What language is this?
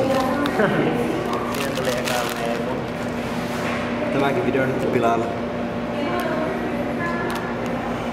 Finnish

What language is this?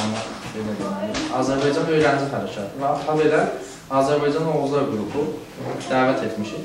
South Azerbaijani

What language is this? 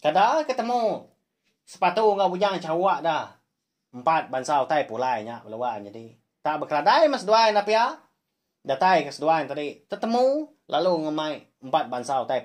Iban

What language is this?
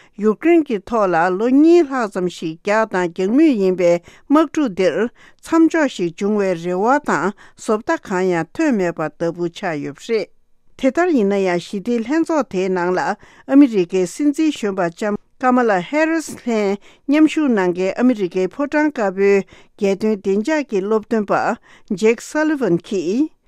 Tibetan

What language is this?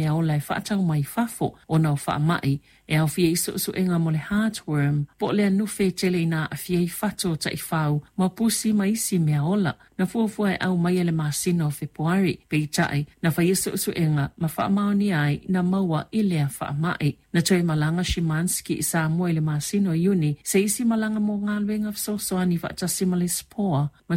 Samoan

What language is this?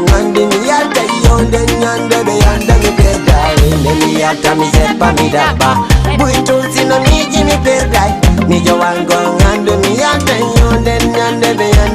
Fula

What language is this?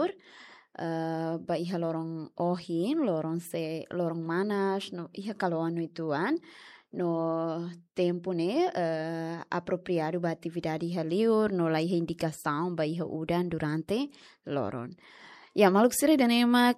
Tetum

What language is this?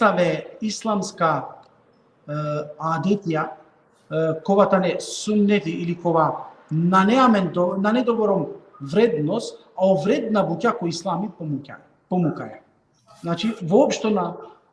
Balkan Romani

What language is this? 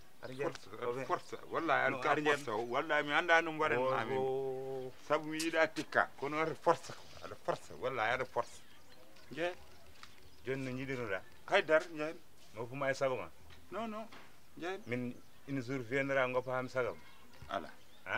Fula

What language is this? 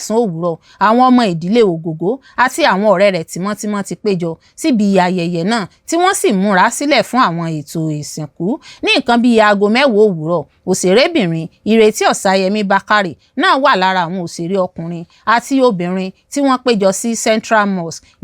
Yoruba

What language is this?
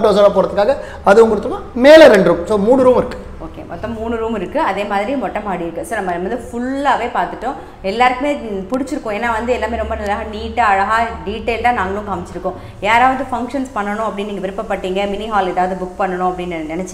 Tamil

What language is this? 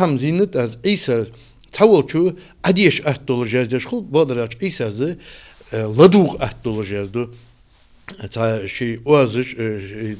Ingush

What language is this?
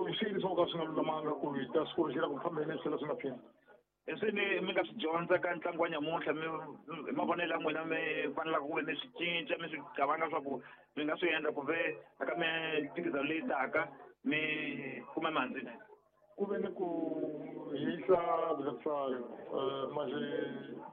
Tsonga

